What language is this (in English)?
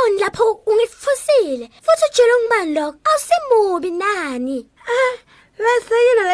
Swati